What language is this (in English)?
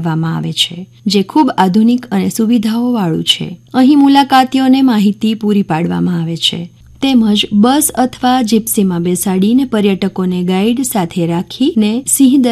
Gujarati